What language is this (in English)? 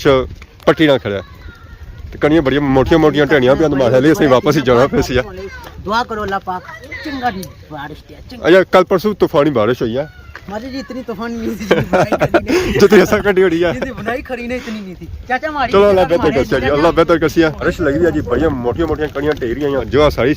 Pahari-Potwari